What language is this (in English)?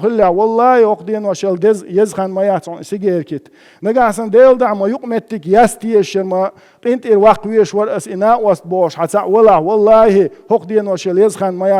Chechen